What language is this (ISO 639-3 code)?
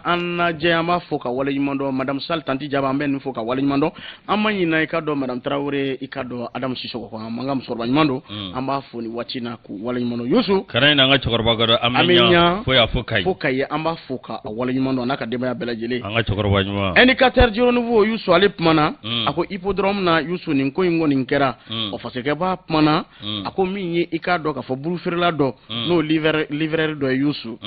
bam